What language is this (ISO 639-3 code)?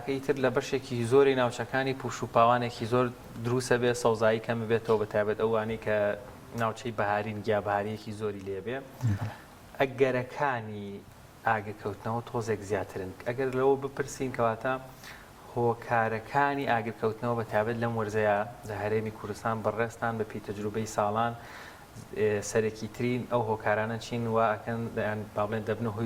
ckb